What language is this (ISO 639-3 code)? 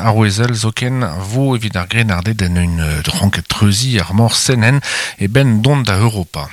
bre